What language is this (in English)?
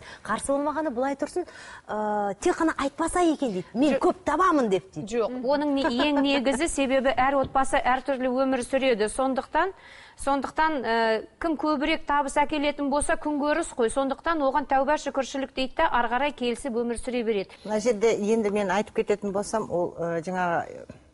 Kazakh